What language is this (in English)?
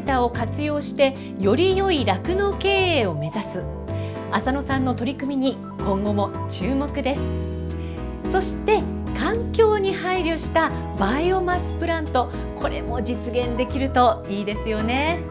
Japanese